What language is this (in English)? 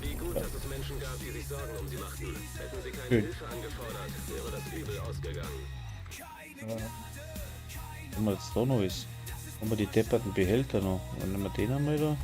Bavarian